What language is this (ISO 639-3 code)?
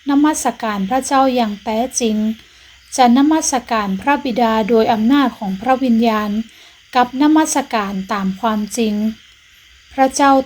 nod